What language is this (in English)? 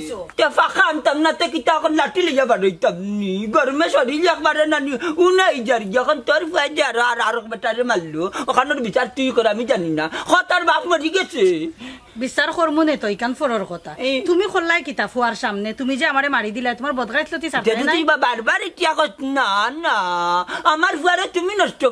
Sylheti